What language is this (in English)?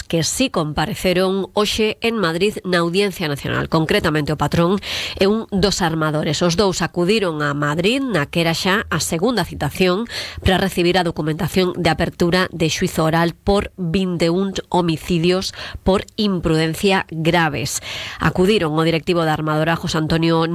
Galician